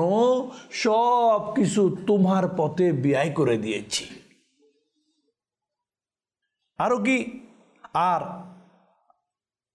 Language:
Bangla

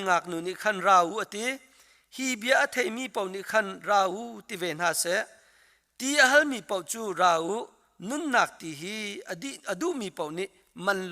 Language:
Hakha Chin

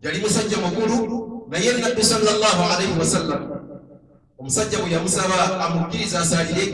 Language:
Ganda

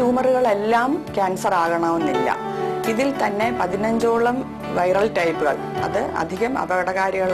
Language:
Malayalam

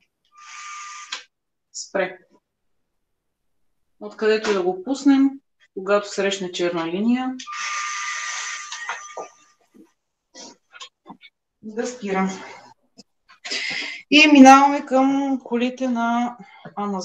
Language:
Bulgarian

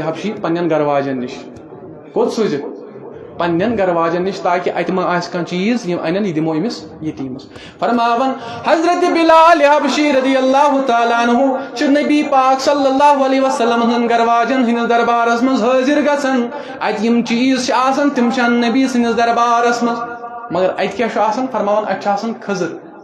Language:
Kashmiri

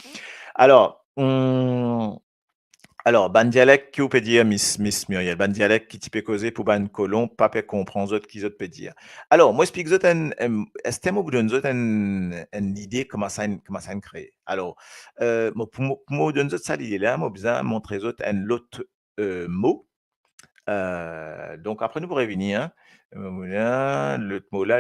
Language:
Morisyen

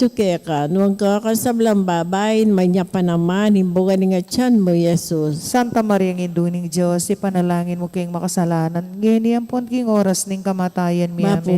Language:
Pampanga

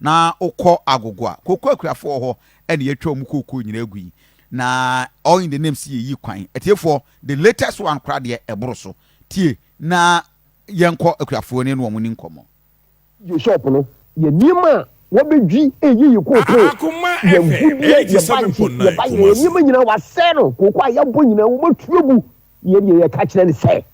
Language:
Akan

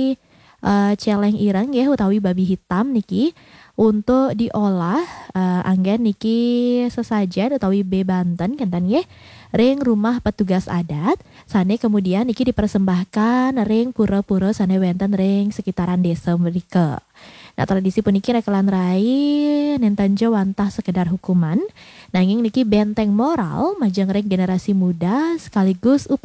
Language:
Balinese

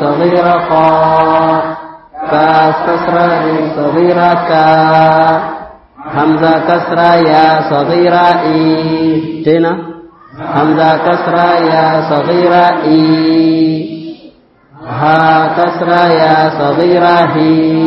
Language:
Swahili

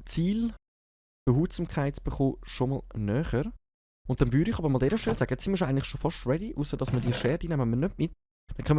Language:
Swiss German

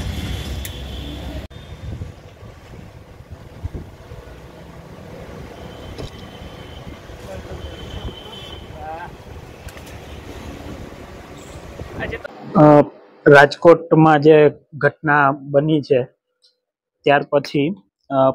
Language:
Gujarati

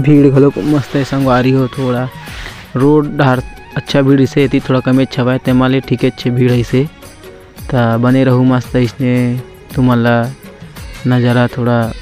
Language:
Chhattisgarhi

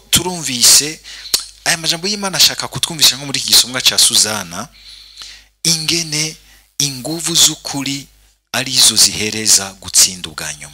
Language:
Rundi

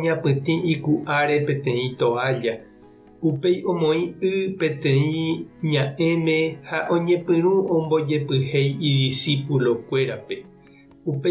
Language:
Guarani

